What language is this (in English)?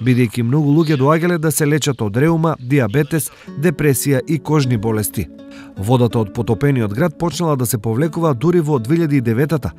Macedonian